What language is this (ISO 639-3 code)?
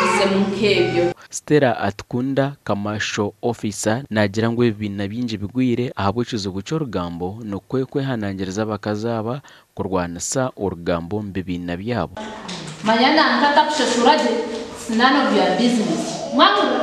nyn